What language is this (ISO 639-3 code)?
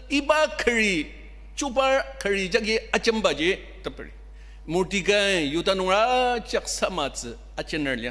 njo